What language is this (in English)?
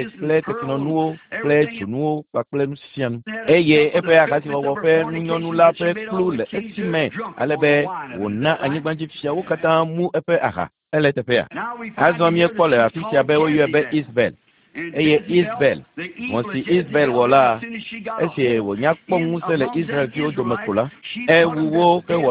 Ewe